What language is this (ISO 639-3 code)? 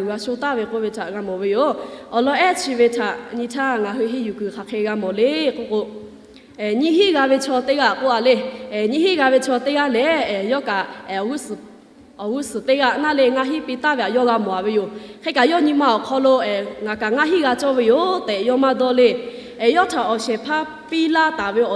lhu